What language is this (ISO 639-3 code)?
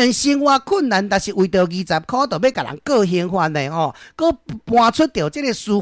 nan